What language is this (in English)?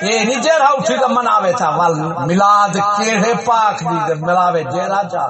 Saraiki